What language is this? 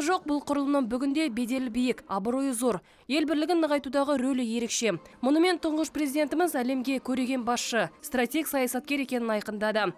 Kazakh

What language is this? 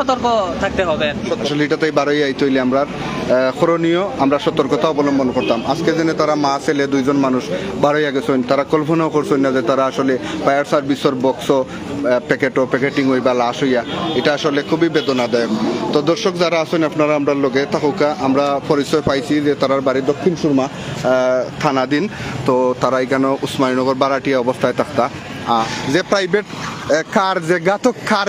Sylheti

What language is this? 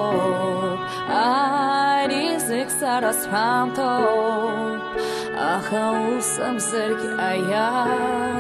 Abkhazian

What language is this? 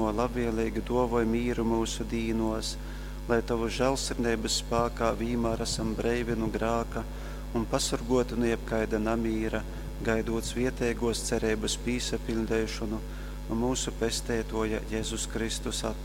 Latgalian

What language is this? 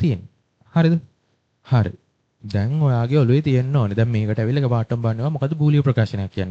Sinhala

